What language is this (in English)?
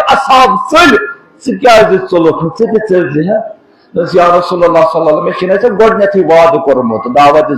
Kashmiri